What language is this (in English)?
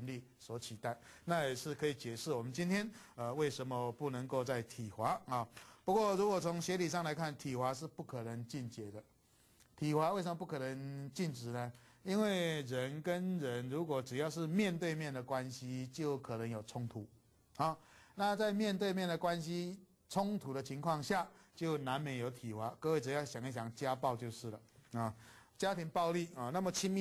Chinese